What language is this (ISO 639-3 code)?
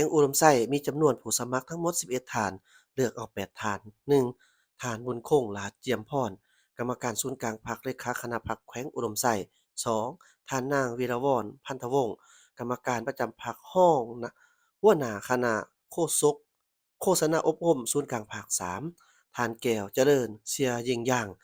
lao